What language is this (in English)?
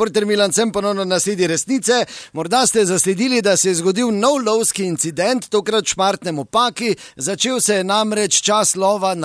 Slovenian